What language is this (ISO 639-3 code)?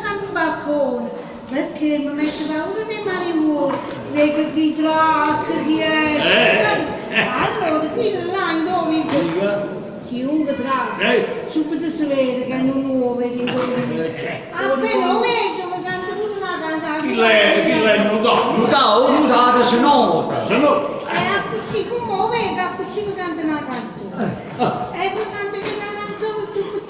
nap